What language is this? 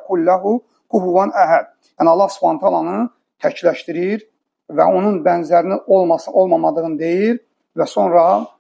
Azerbaijani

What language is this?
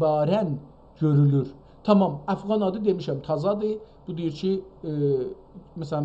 South Azerbaijani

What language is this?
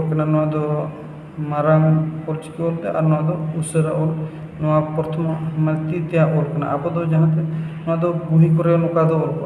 Santali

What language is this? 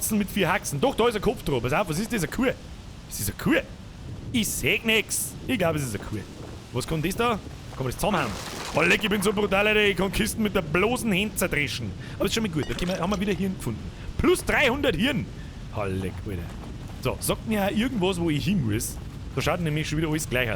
Bavarian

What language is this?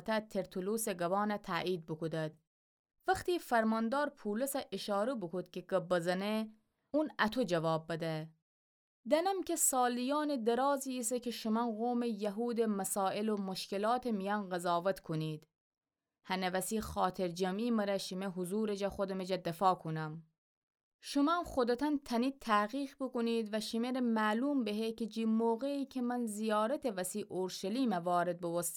Gilaki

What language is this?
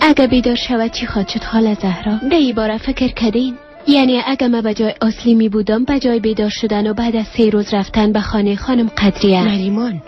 Persian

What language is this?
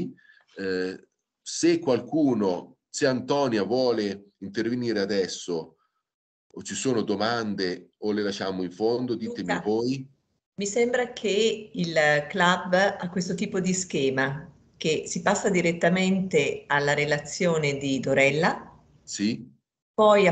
Italian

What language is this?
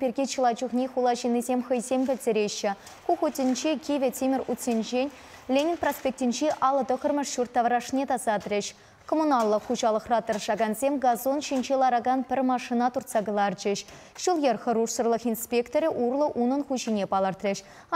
Chuvash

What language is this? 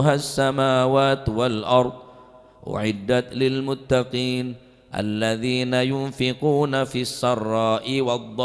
Madurese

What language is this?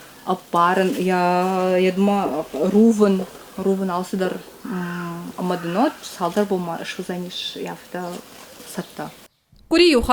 Ossetic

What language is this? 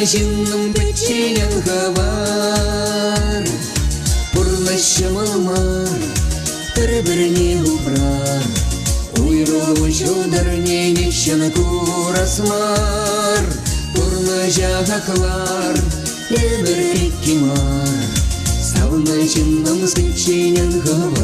Chuvash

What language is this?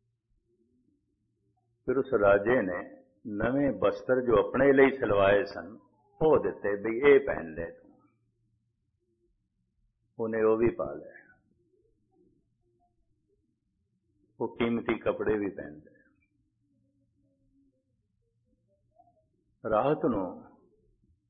Punjabi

